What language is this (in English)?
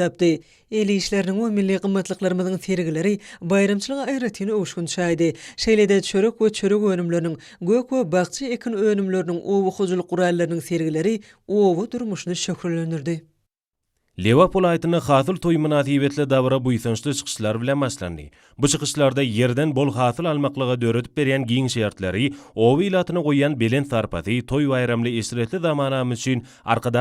Turkmen